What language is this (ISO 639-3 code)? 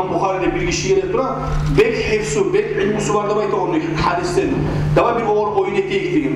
kum